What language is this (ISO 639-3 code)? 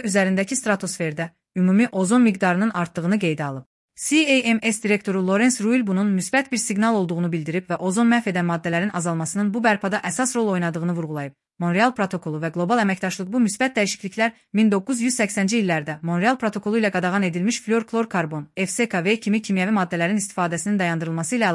aze